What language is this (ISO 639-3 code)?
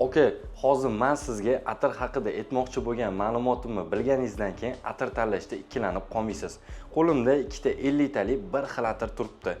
uzb